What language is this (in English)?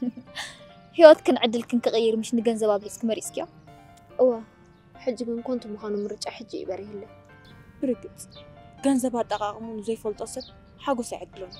Tigrinya